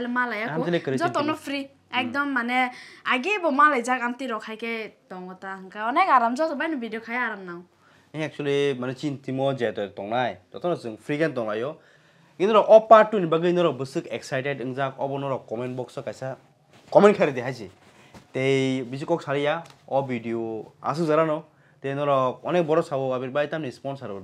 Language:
Kok Borok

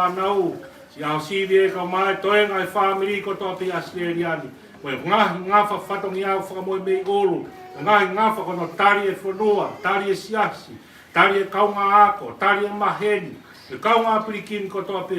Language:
Tongan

